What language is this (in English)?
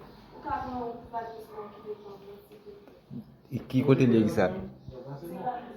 Haitian Creole